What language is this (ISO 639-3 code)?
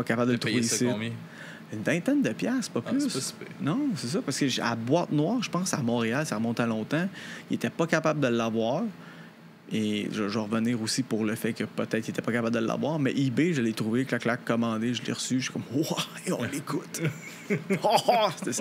fra